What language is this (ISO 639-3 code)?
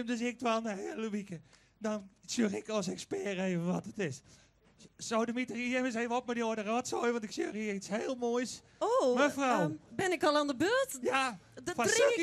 fry